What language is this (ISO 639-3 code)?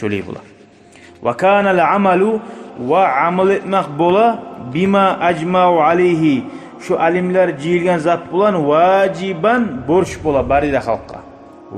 kum